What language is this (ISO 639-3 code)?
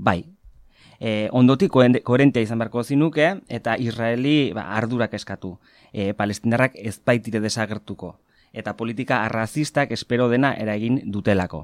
eus